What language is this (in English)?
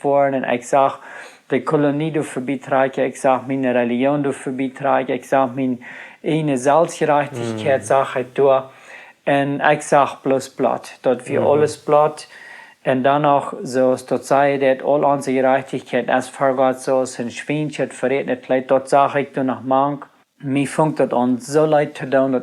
Plautdietsch